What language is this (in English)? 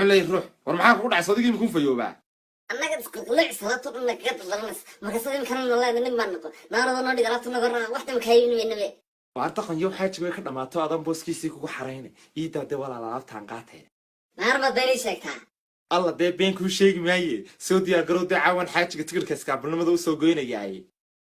Somali